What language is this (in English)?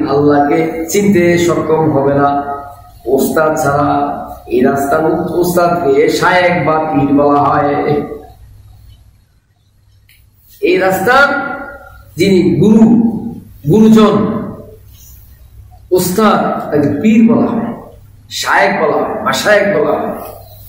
Bangla